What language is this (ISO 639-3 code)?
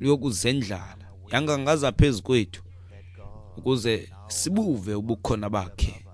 xho